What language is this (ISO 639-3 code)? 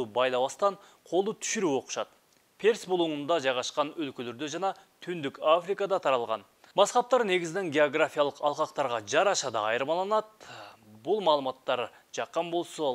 kir